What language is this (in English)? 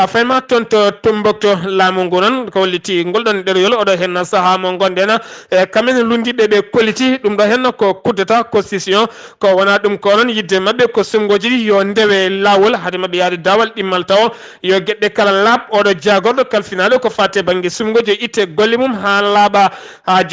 Fula